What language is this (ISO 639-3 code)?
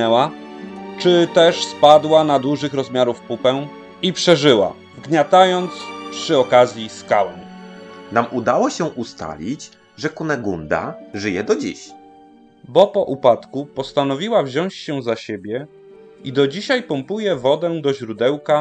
pol